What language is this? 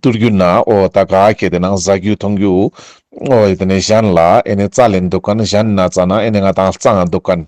Ladakhi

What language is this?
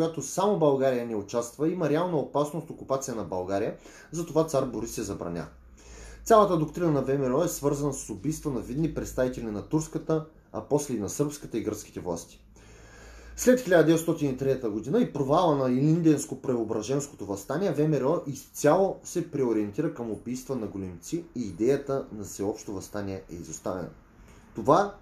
Bulgarian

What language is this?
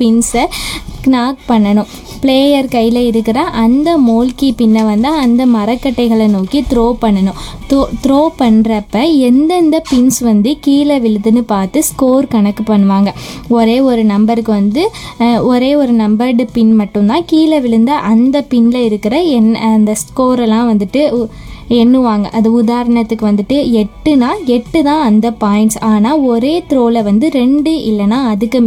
Tamil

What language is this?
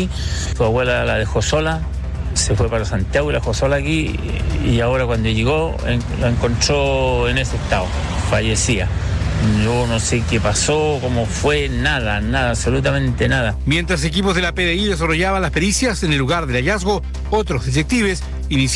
Spanish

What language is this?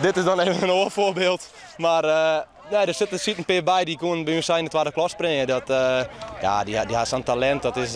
Western Frisian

